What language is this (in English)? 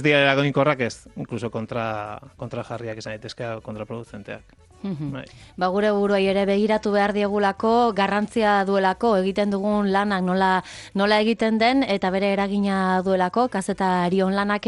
Basque